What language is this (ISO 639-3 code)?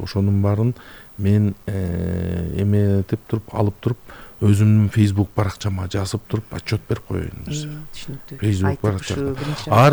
kir